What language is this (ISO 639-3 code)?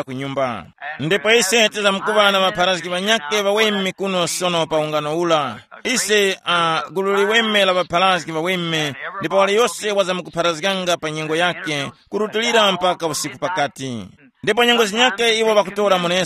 tum